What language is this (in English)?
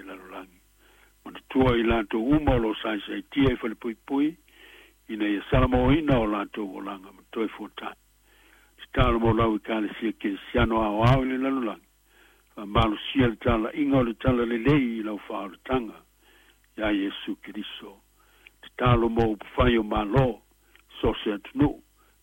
Samoan